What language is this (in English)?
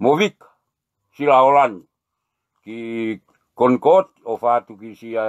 Tongan